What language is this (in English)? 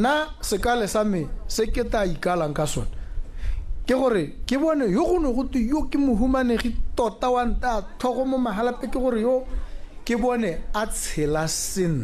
Tswana